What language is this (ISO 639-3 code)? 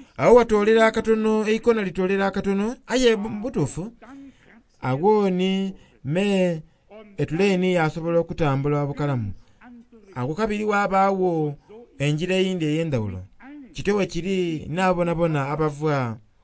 xog